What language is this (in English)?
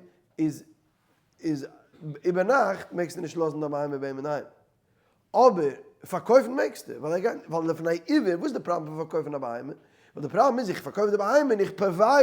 Yiddish